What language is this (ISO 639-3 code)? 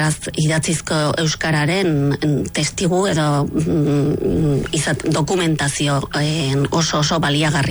eus